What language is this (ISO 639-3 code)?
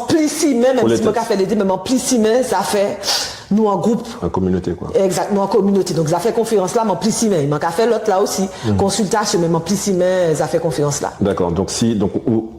gcf